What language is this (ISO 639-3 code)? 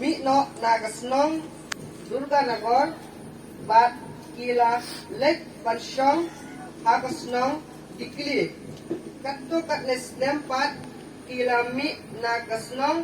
kha